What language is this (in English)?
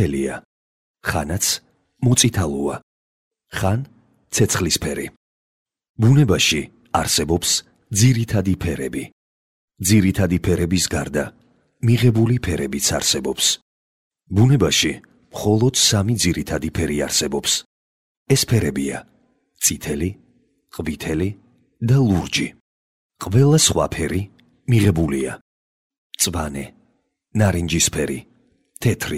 Georgian